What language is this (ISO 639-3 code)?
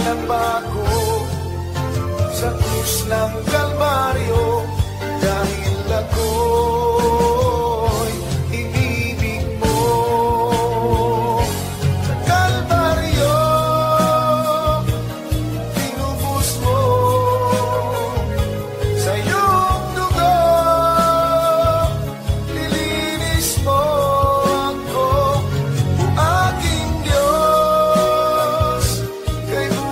fil